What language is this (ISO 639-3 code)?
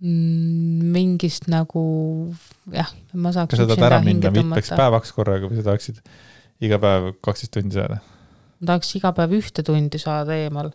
est